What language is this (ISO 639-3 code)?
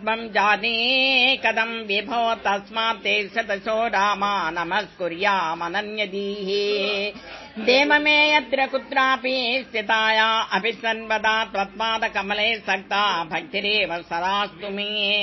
san